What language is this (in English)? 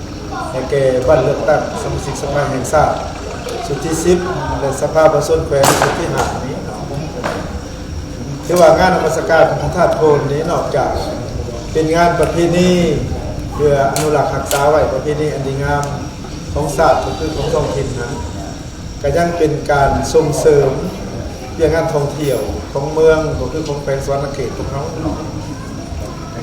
Lao